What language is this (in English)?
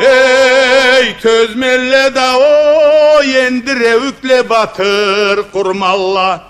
Karachay-Balkar